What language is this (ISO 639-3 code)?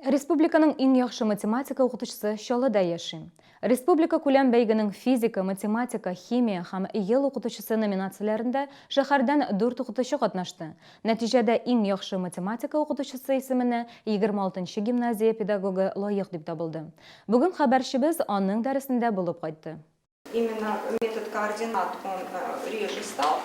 tat